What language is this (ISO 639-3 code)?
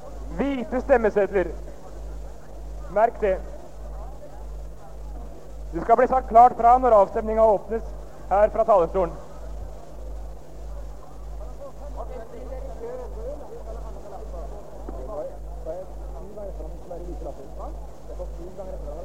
nor